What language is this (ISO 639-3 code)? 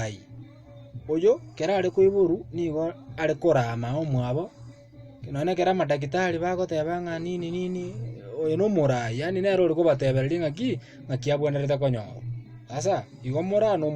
guz